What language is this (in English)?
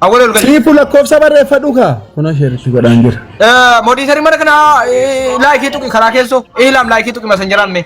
Oromo